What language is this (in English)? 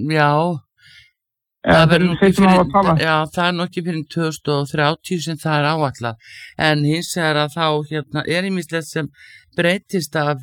Icelandic